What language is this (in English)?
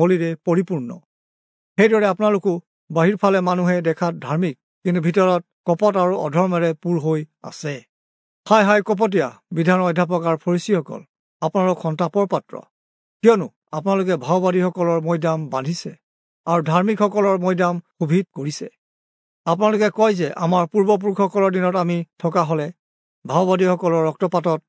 Assamese